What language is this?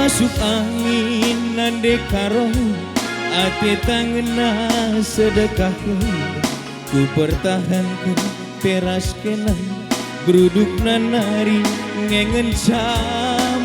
Batak Karo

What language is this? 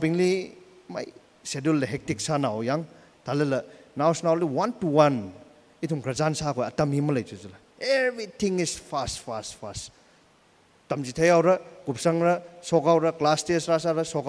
Tangkhul Naga (India)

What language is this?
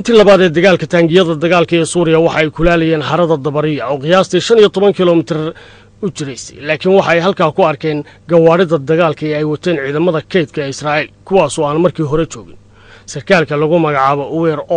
Somali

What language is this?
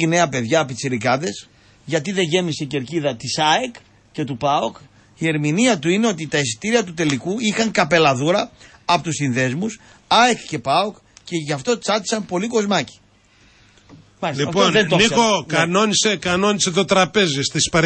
Greek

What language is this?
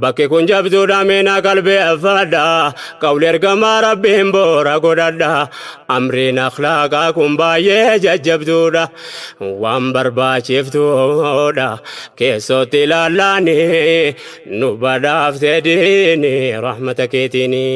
Oromo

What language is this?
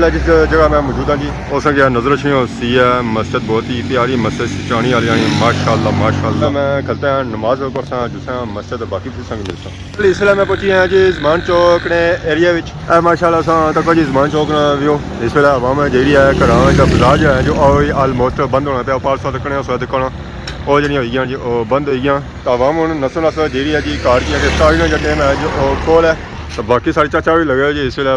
Pahari-Potwari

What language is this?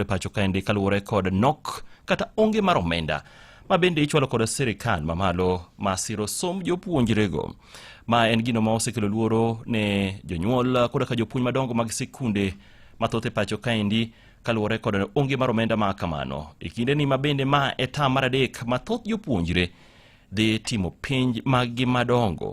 Luo (Kenya and Tanzania)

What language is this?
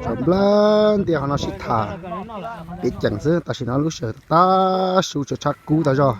Hmong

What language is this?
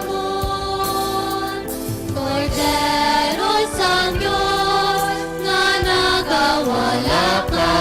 Hiligaynon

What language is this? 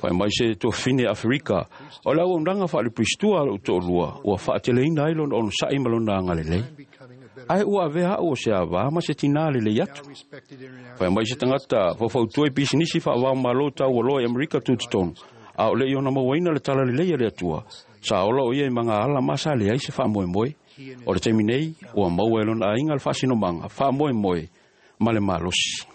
Samoan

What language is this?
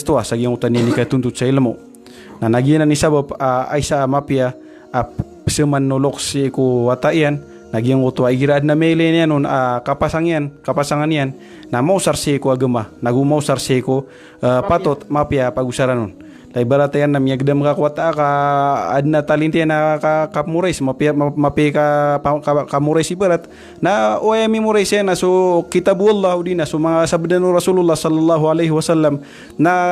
Maranao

